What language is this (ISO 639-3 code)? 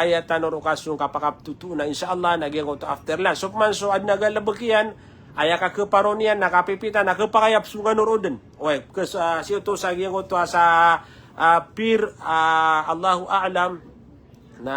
mrw